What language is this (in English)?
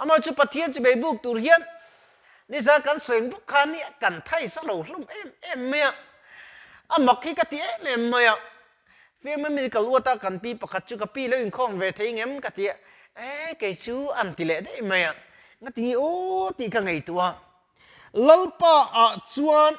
Mizo